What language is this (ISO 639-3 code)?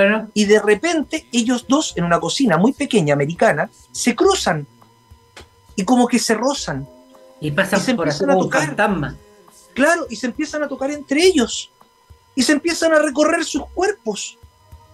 spa